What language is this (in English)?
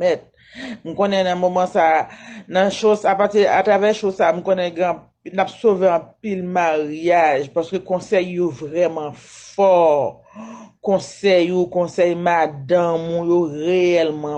Haitian Creole